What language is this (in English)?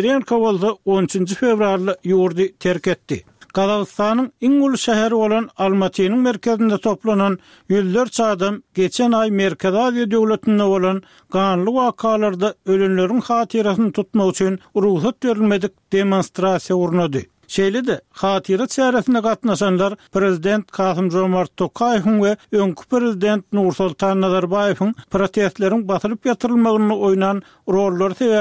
Turkmen